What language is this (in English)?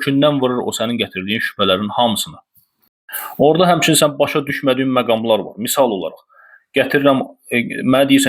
Azerbaijani